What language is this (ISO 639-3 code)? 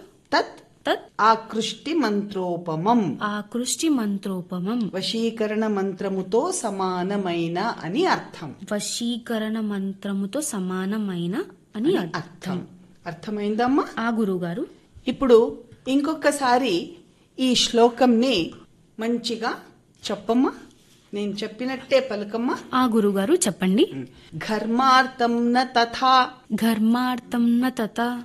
tel